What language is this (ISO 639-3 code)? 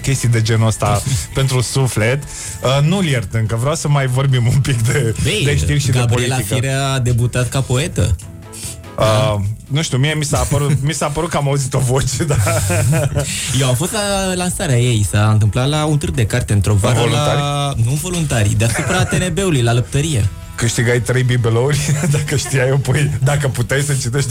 ron